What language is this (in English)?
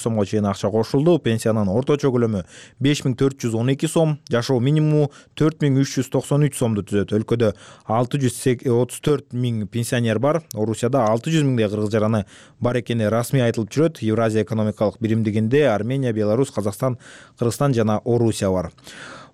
Kyrgyz